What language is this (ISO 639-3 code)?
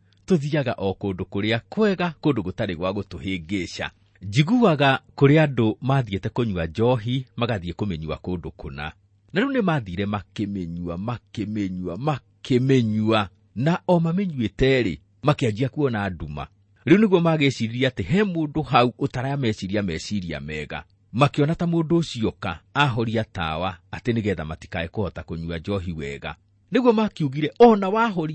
kik